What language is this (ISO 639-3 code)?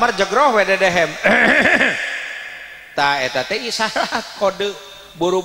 sun